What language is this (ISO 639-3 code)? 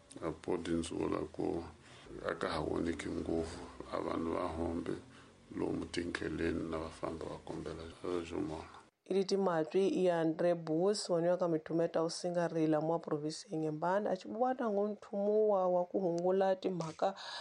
tso